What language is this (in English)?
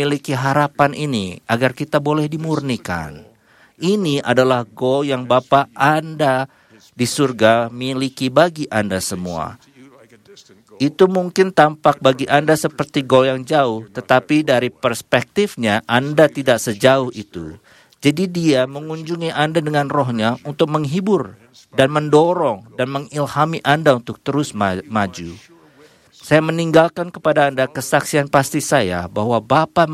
Indonesian